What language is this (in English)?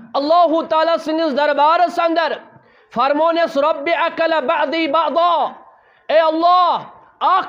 Kashmiri